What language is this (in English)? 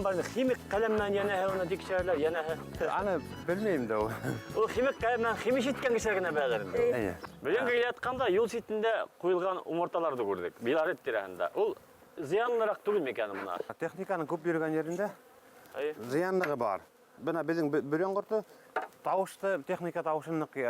Bashkir